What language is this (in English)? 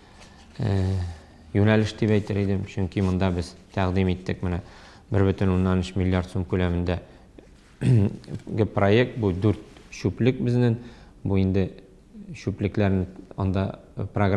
Tatar